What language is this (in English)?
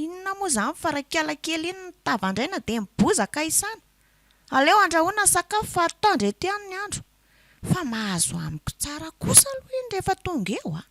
Malagasy